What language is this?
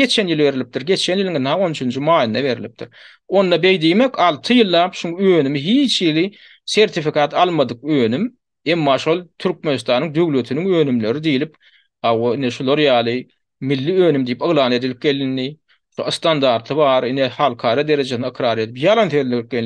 Turkmen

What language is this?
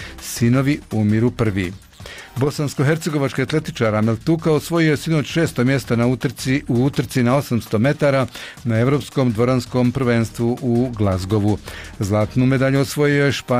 Bosnian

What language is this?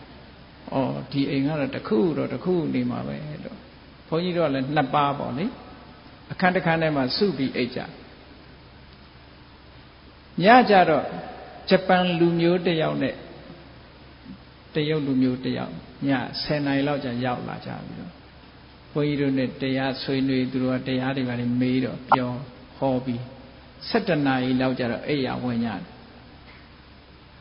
Burmese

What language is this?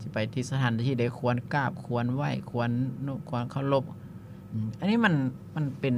Lao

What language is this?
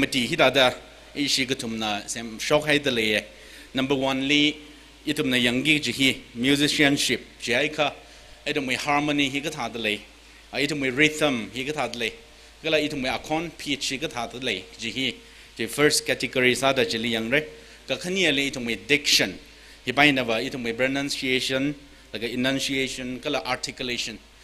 Tangkhul Naga (India)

